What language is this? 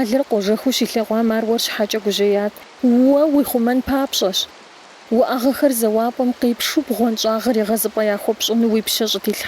Kabardian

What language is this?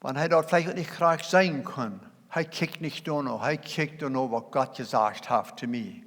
Plautdietsch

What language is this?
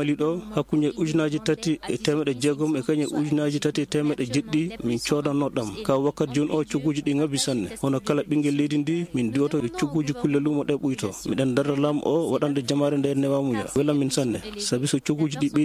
Maasina Fulfulde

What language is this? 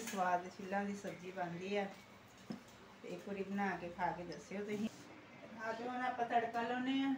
Punjabi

